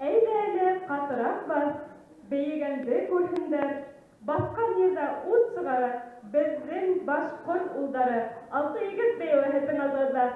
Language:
Bashkir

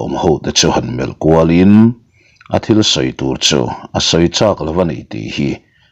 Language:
Mizo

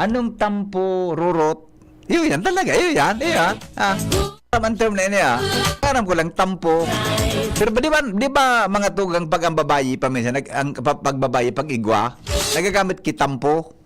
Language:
Bikol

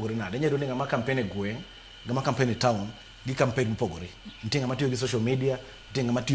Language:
Luo (Kenya and Tanzania)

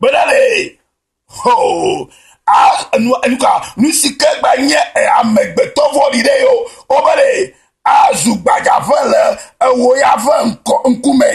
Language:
Ewe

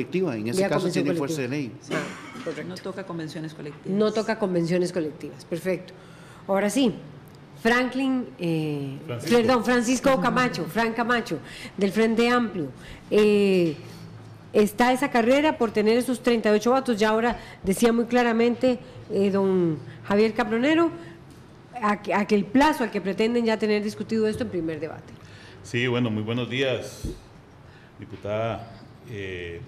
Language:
Spanish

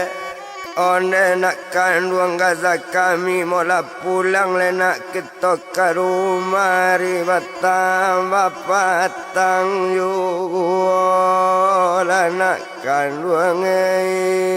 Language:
Minangkabau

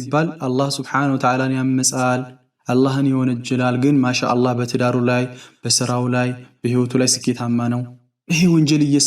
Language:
Amharic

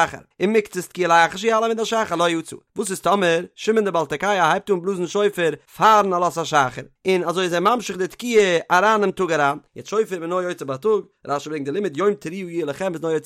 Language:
Yiddish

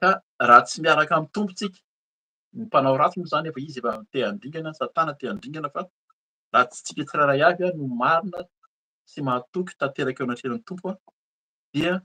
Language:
Malagasy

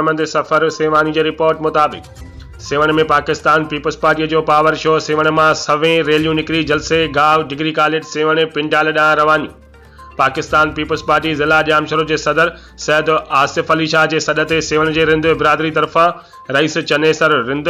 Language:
Sindhi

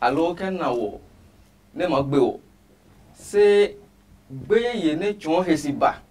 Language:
Adangme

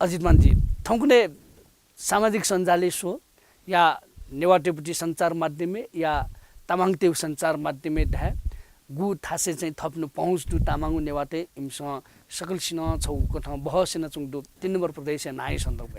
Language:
Newari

